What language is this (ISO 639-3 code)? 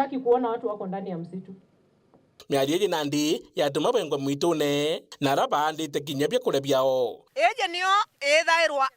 mer